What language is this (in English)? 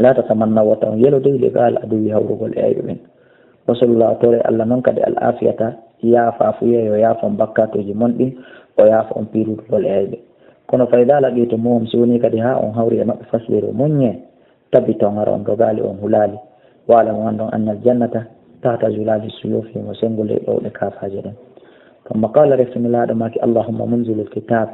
Fula